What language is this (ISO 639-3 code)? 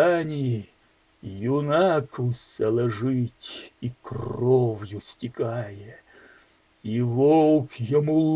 ukr